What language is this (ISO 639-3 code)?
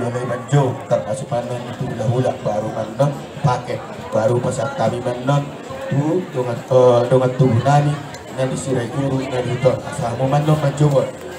bbc